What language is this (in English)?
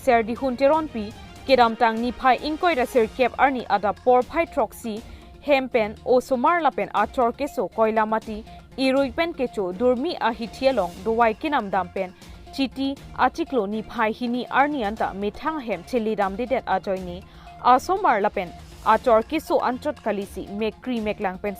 Karbi